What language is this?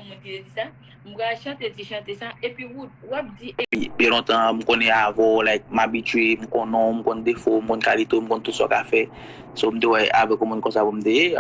Haitian Creole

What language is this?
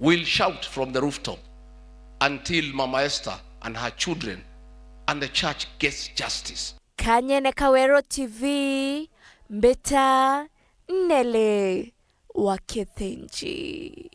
Meru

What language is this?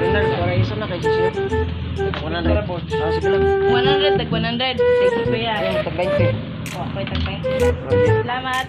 Cebuano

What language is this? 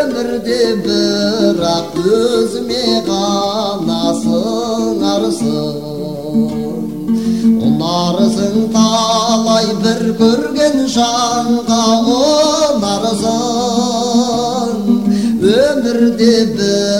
Kazakh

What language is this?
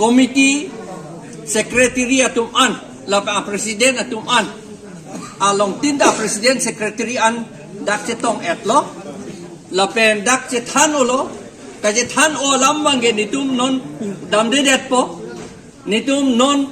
Karbi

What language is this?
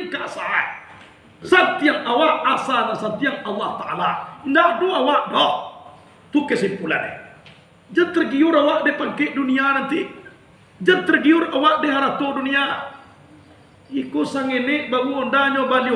Minangkabau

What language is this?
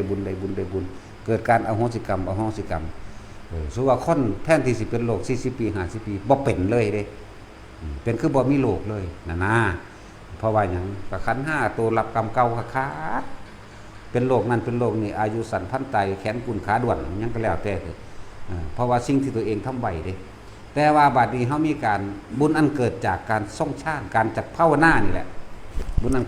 Northeastern Thai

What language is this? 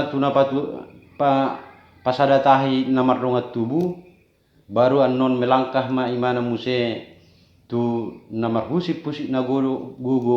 Batak Toba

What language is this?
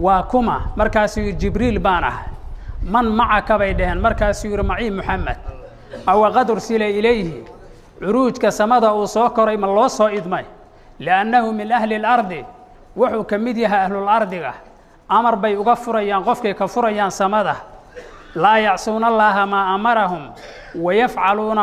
Somali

